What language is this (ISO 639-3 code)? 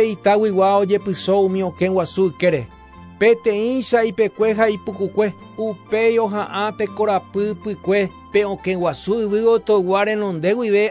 grn